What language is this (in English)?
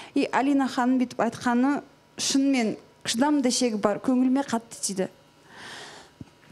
Kazakh